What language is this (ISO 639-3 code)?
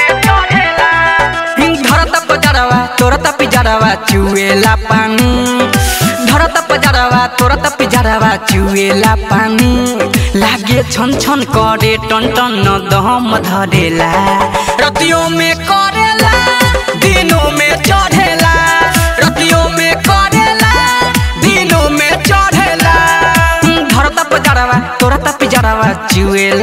bho